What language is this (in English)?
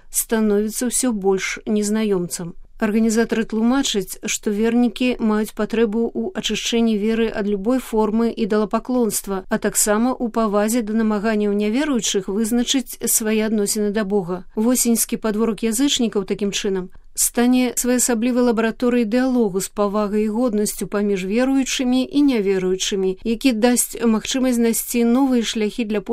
Belarusian